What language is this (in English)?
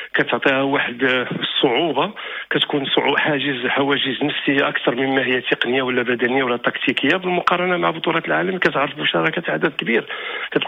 Moroccan Arabic